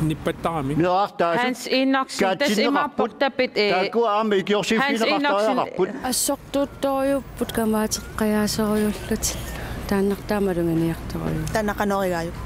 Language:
Kalaallisut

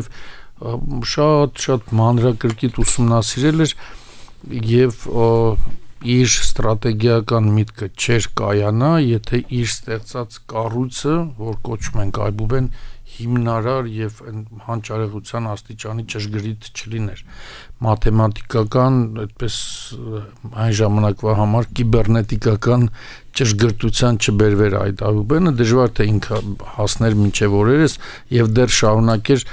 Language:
Armenian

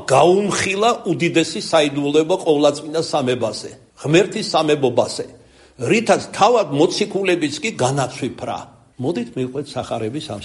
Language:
Georgian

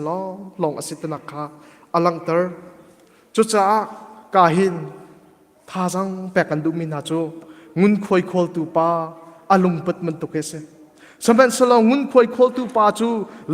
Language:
Hakha Chin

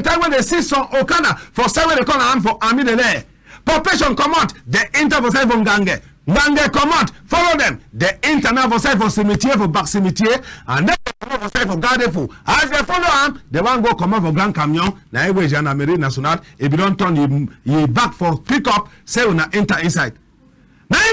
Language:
Cameroon Pidgin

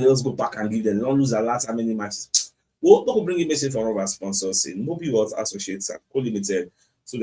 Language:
Nigerian Pidgin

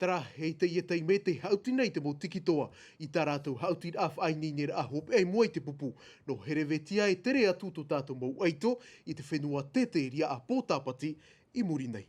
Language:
Tahitian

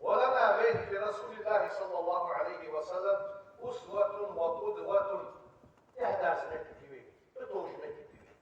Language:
Ingush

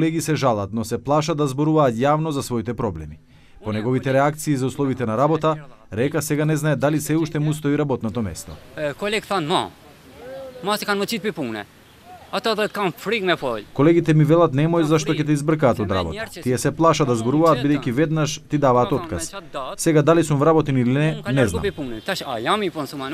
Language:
Macedonian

